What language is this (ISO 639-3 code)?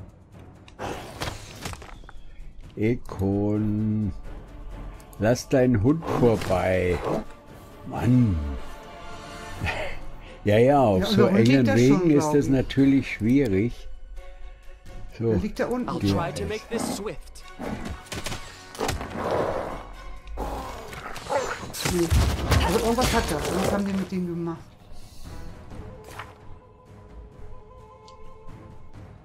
deu